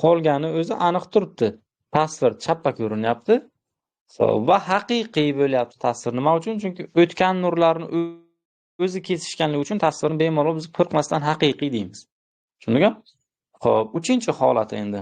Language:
Uzbek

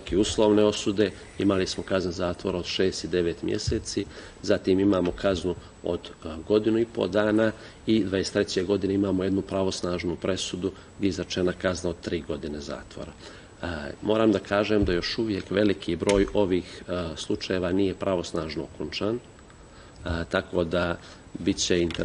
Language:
Serbian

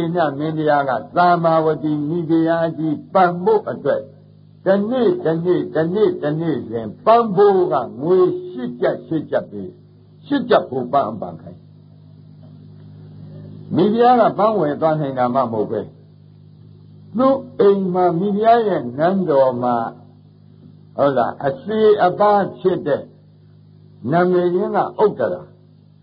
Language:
Burmese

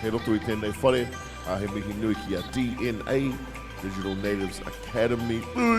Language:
Māori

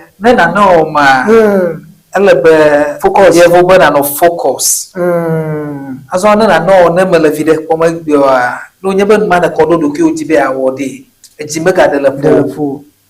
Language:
Ewe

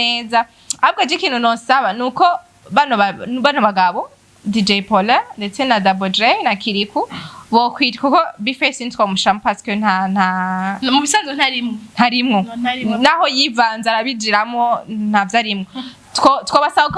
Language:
Rundi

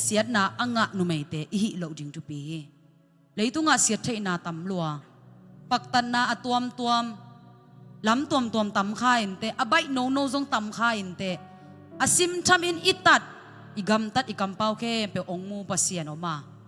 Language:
Tedim Chin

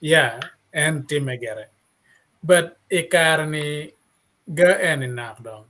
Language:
Acoli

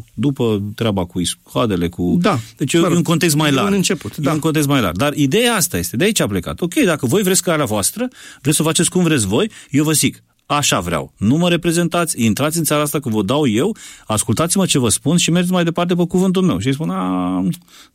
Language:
Romanian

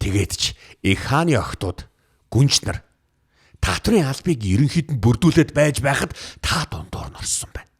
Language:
Mongolian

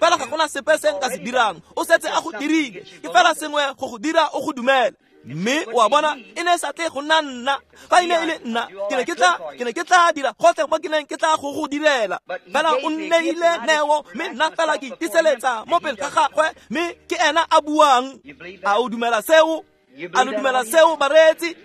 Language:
Tswana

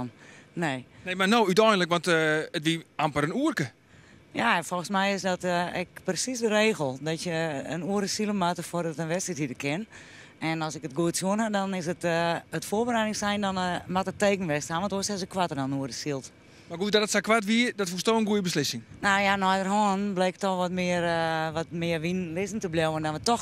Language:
Western Frisian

